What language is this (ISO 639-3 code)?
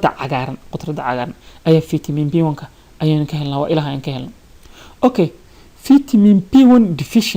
som